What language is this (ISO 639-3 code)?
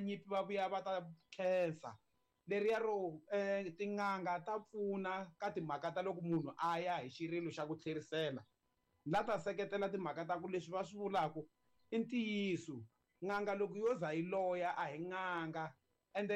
tso